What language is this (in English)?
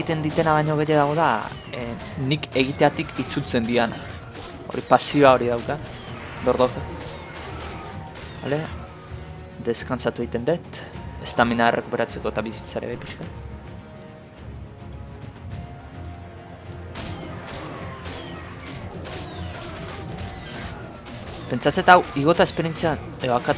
Basque